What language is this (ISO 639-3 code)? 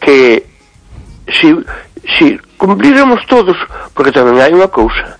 glg